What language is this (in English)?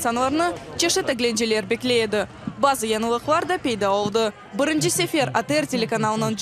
Crimean Tatar